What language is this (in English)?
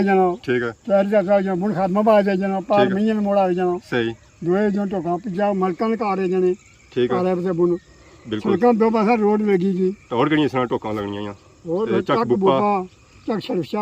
Pahari-Potwari